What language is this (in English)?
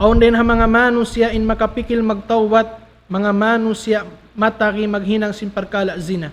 Tausug